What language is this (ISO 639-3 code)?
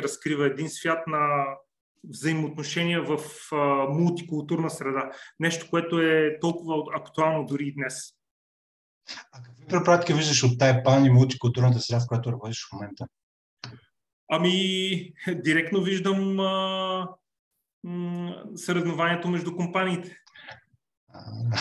bul